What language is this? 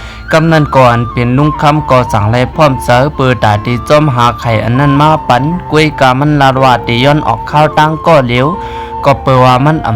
Shan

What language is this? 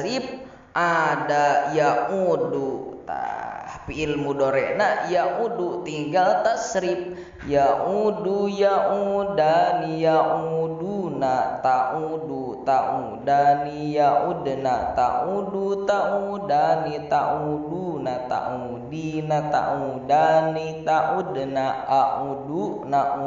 Sundanese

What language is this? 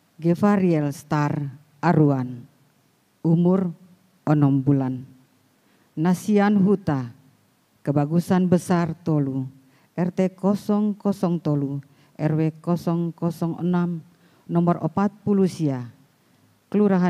Batak Toba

